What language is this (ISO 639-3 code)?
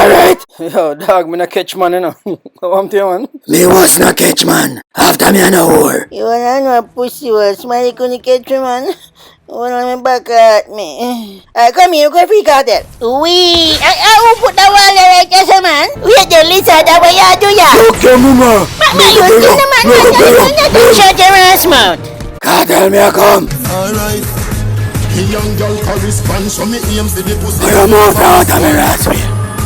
jam